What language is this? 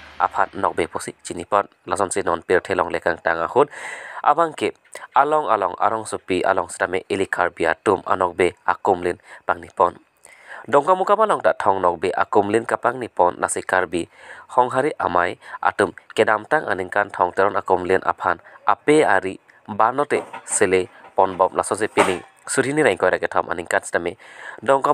Karbi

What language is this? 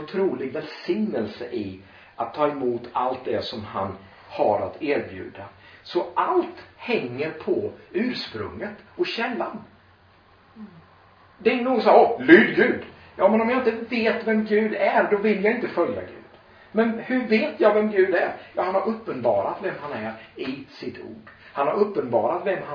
Swedish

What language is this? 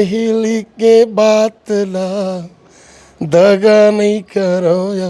Chhattisgarhi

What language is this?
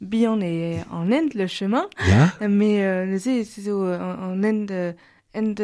Breton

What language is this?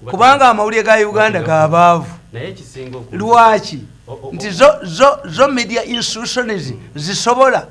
Ganda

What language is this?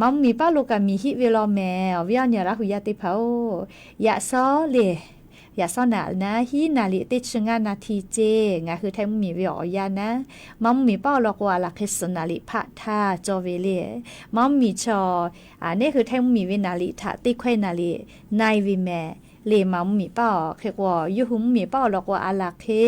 Lahu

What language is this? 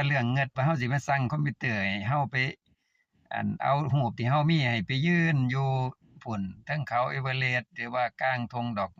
Lao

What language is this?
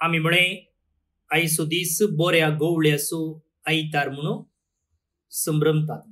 Konkani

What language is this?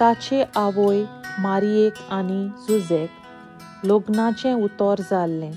Konkani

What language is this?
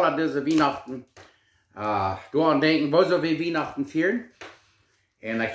Plautdietsch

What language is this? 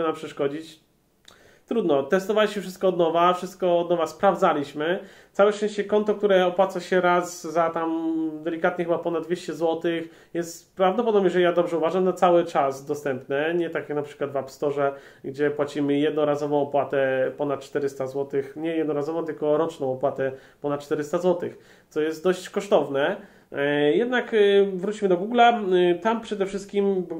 Polish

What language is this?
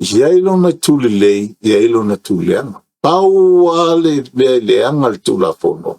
Samoan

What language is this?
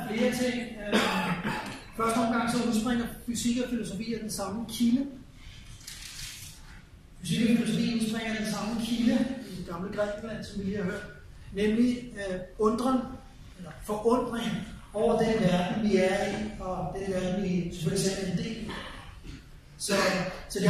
Danish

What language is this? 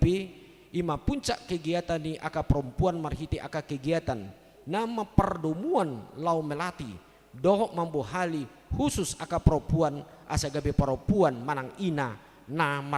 Batak Toba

